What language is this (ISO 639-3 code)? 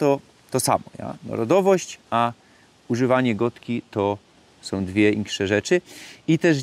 szl